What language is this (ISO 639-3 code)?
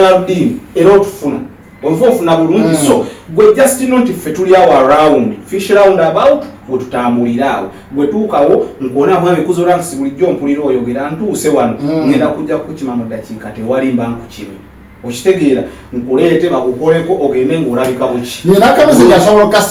lug